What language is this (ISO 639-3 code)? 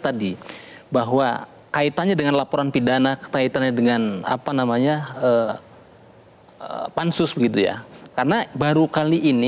ind